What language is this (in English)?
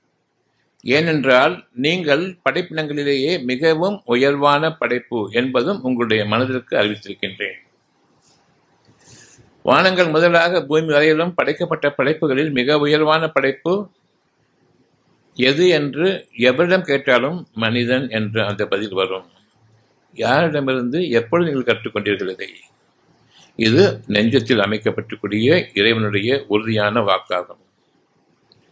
Tamil